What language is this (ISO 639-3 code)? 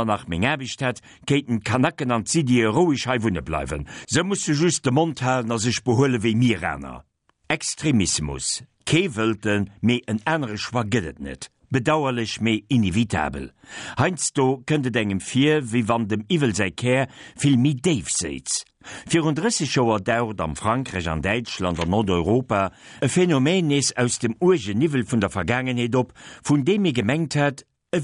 ltz